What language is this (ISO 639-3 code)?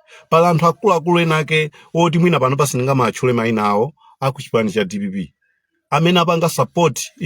nya